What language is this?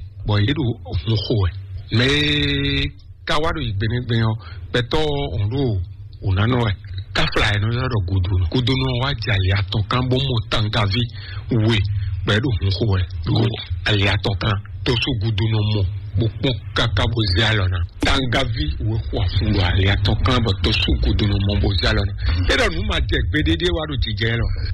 Fon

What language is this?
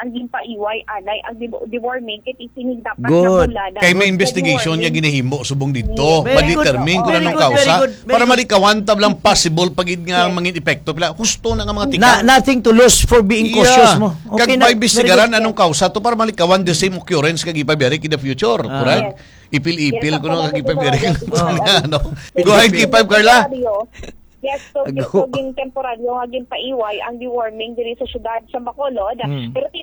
Hiligaynon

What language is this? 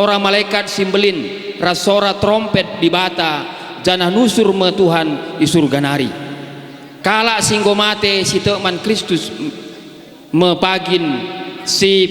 Batak Karo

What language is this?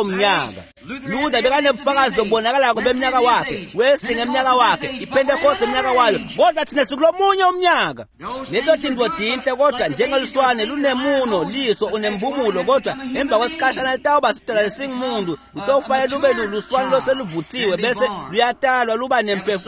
Swati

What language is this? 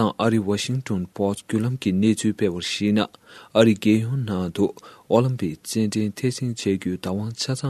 Tibetan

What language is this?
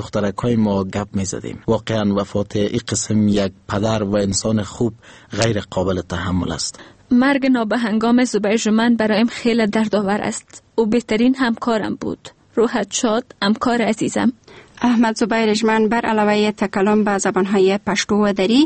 Persian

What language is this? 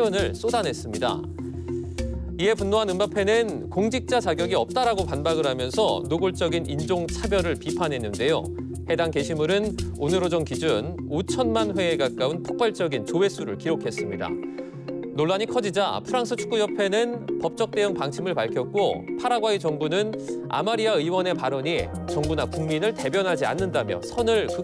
Korean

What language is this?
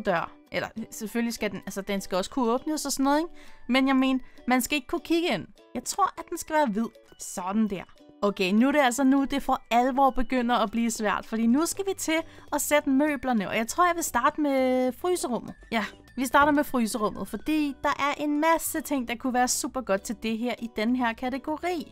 Danish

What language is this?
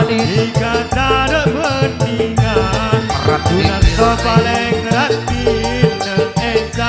Madurese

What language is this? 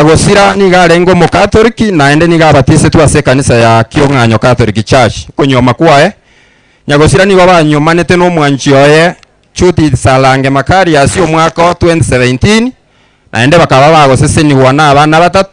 Gusii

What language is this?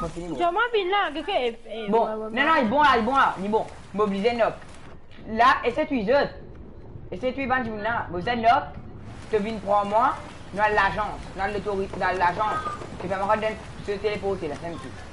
Morisyen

